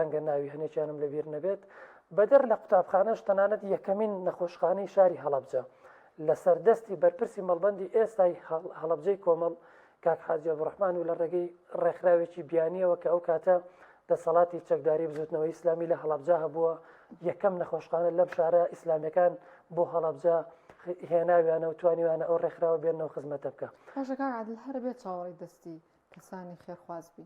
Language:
Central Kurdish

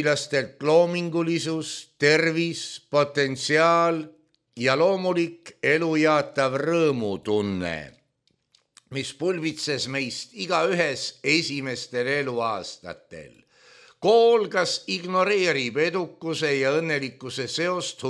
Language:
Estonian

